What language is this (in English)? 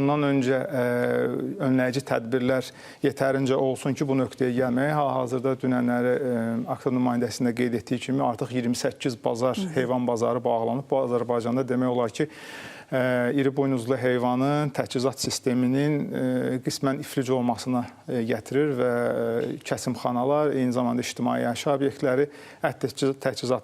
Azerbaijani